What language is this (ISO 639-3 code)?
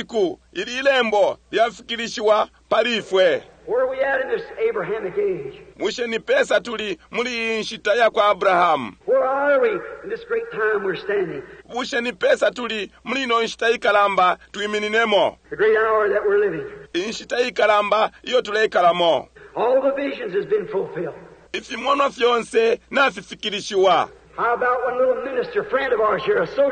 bem